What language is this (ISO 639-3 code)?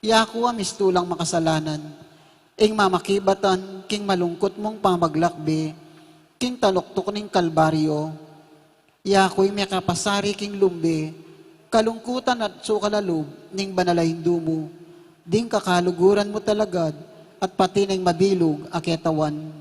pam